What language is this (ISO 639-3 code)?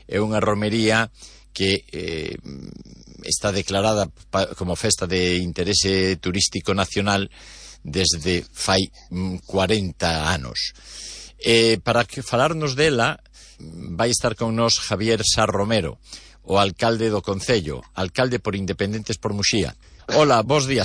glg